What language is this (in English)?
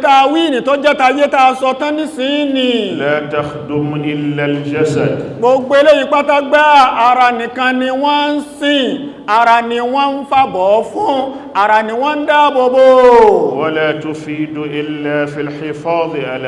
Yoruba